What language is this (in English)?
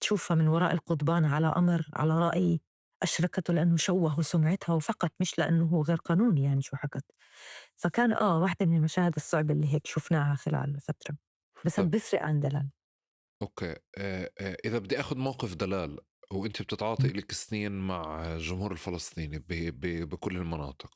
North Levantine Arabic